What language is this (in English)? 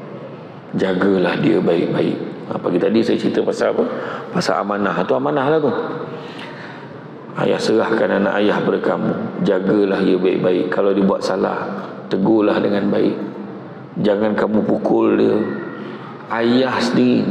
Malay